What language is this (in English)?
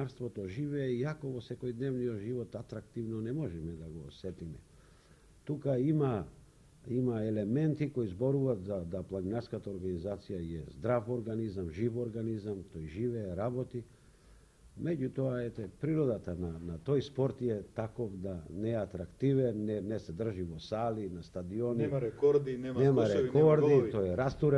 Macedonian